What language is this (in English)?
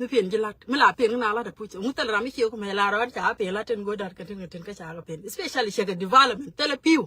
Nuer